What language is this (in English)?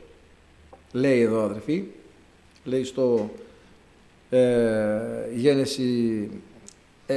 Greek